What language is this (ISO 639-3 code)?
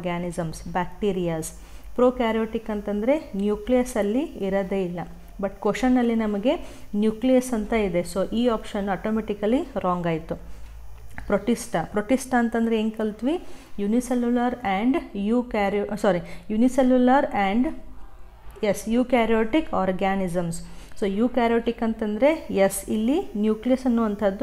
kan